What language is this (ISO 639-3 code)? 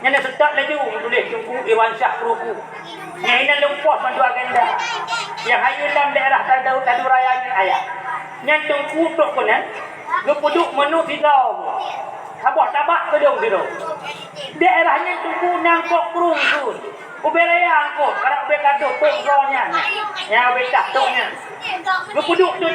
ace